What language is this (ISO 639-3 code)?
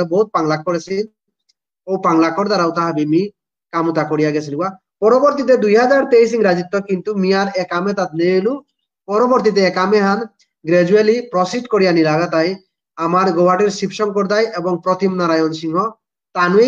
bpy